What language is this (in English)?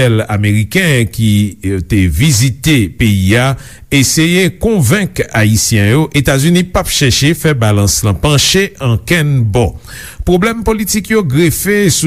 Haitian Creole